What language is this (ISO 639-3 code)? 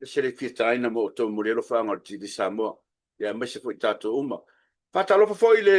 smo